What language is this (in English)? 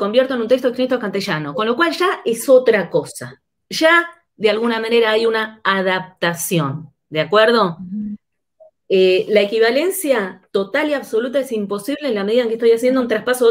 Spanish